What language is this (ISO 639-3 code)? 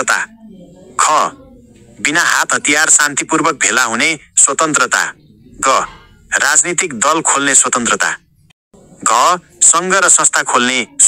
nep